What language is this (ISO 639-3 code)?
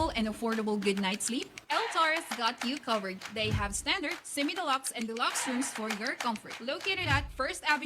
hil